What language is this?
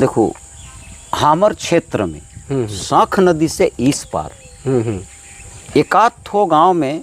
Sadri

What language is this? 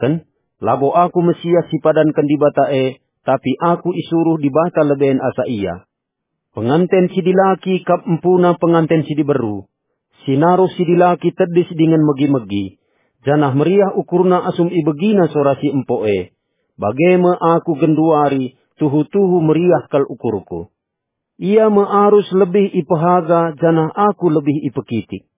Batak Karo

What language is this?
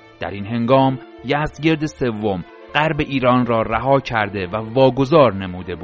Persian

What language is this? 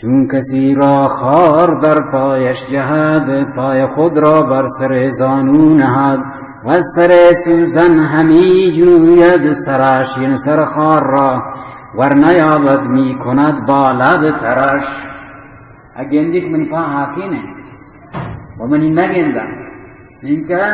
Baluchi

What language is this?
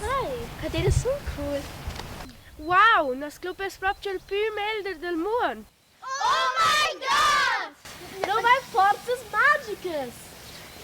Romansh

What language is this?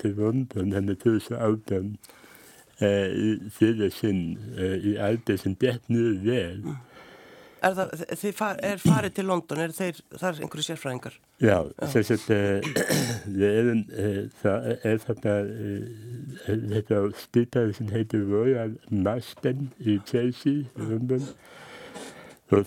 Icelandic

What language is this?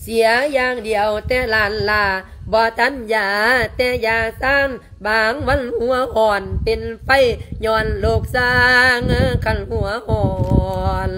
Lao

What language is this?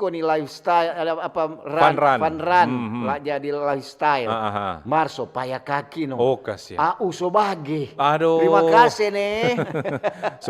Manado Malay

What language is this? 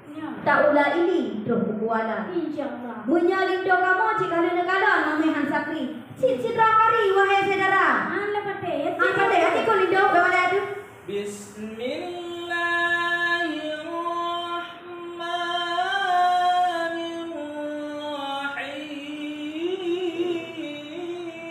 Achinese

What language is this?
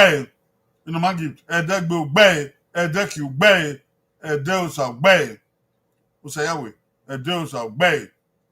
Bini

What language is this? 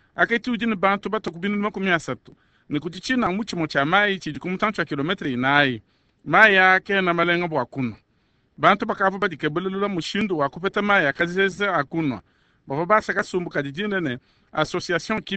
Luba-Lulua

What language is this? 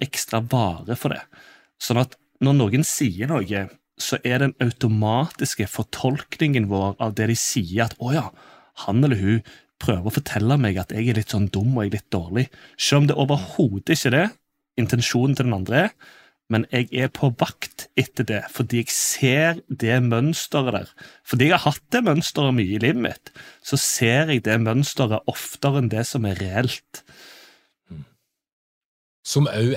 Norwegian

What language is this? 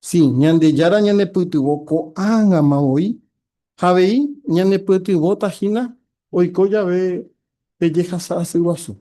Guarani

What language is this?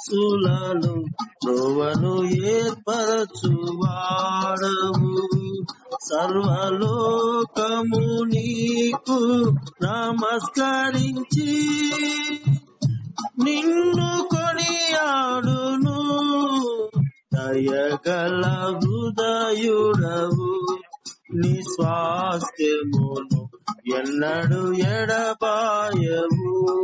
Telugu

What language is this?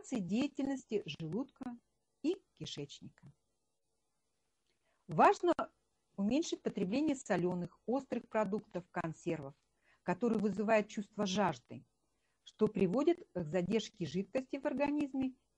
Russian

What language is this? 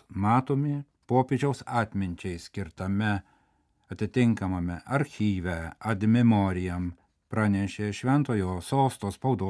Lithuanian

